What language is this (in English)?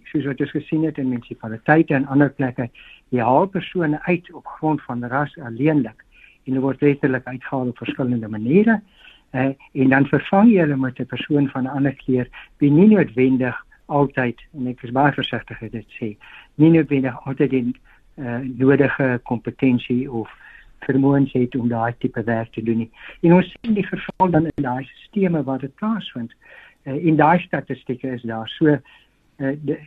Afrikaans